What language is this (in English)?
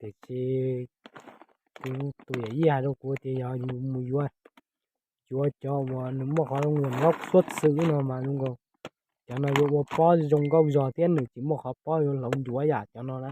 Hmong